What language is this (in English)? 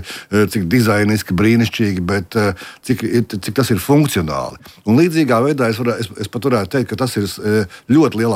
Latvian